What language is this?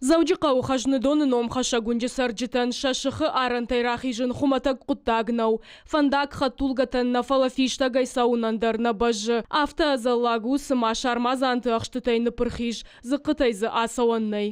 Ossetic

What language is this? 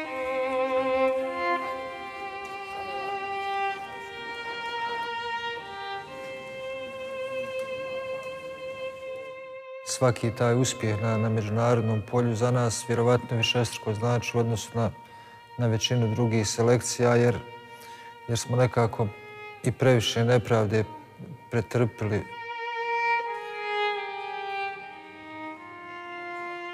Bosnian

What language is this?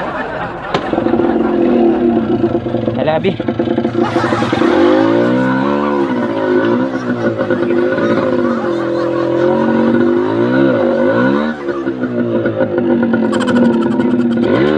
Filipino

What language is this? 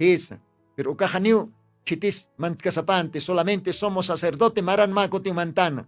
Aymara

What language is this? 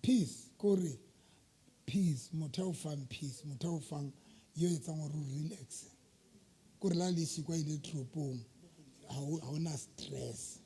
Southern Sotho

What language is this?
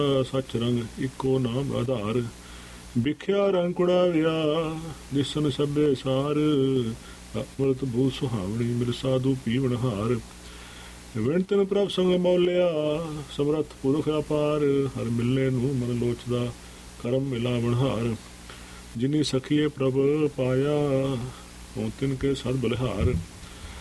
Punjabi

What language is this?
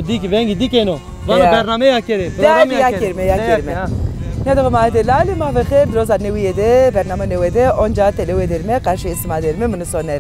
Zaza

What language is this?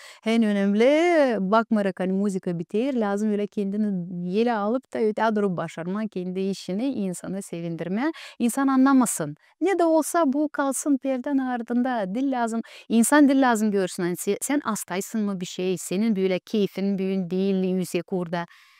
Gagauz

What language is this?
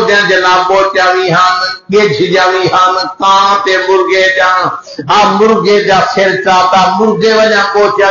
Saraiki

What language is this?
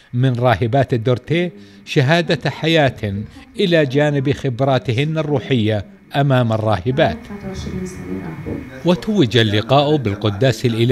Arabic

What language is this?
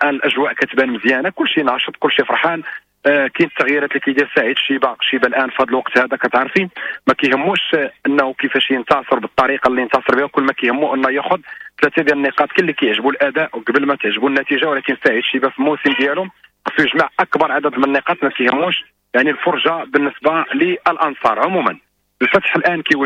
Moroccan Arabic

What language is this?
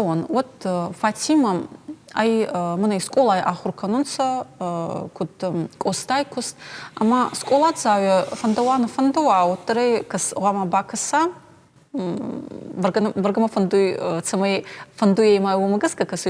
Ossetic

